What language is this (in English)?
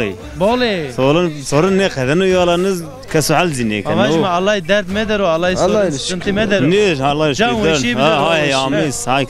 Zaza